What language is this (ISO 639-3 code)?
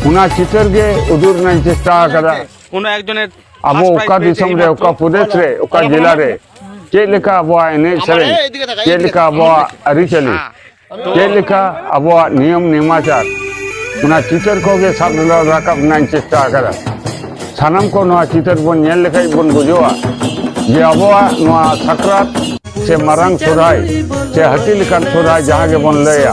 sat